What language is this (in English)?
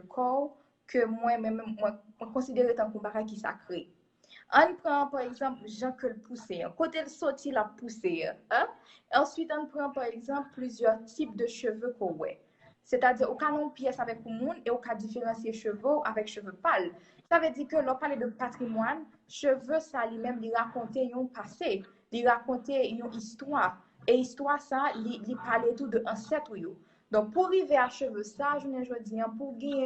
Haitian Creole